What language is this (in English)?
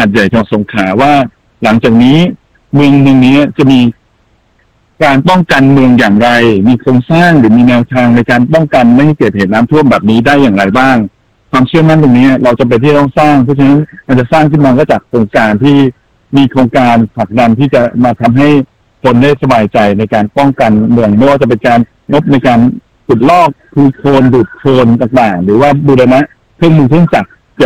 Thai